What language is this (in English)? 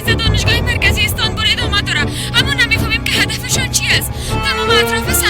Persian